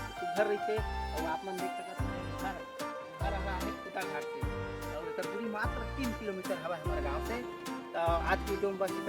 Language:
Chhattisgarhi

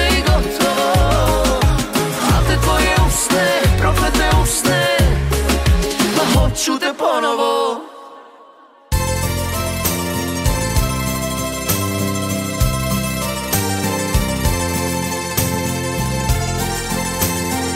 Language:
Croatian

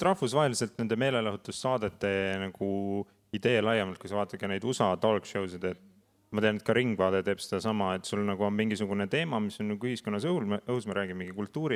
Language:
Estonian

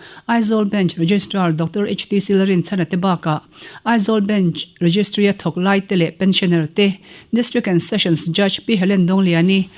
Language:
Mizo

